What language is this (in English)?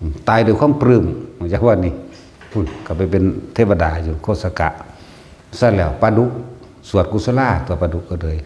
Northeastern Thai